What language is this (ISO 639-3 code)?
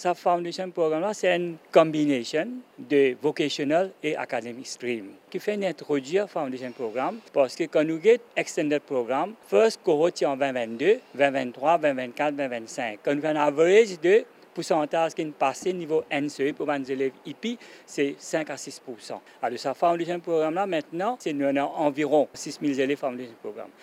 mfe